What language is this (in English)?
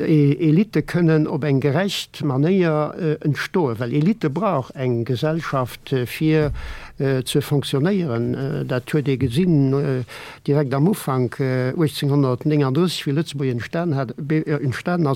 Luxembourgish